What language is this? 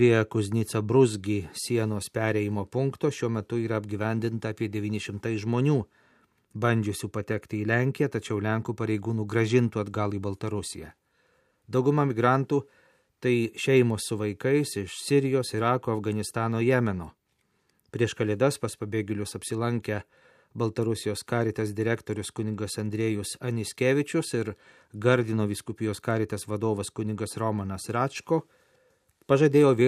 Lithuanian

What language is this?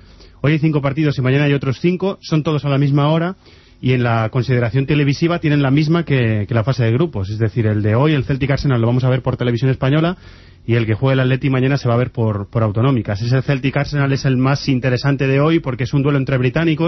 Spanish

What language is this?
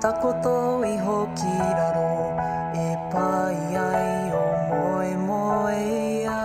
Māori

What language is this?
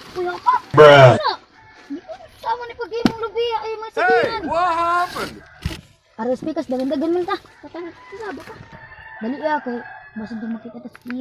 Cebuano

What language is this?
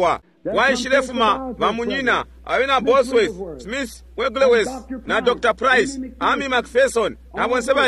Bemba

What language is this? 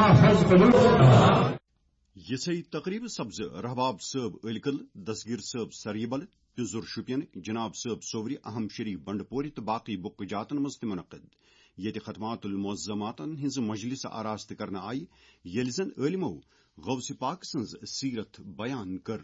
Kashmiri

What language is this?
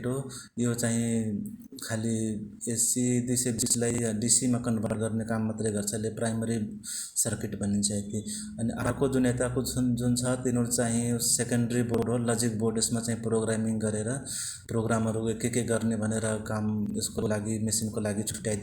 Nepali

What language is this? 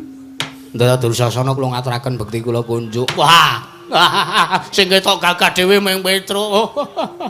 Javanese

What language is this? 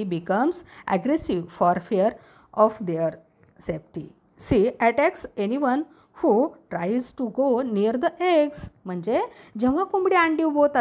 Marathi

